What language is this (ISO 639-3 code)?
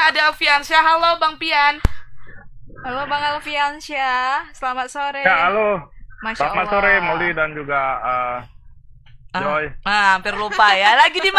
ind